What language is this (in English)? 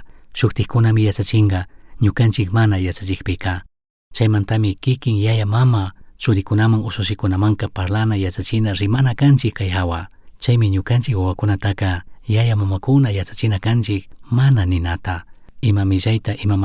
Chimborazo Highland Quichua